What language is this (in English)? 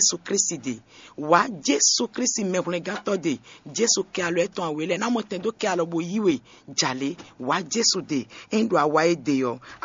Fon